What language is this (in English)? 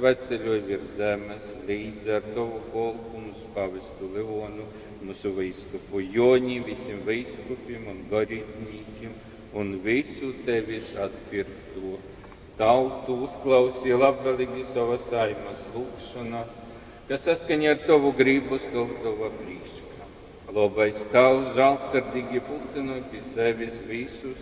Latgalian